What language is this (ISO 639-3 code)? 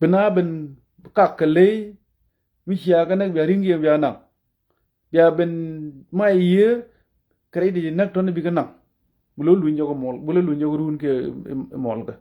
nus